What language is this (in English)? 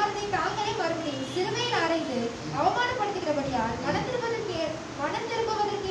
Tamil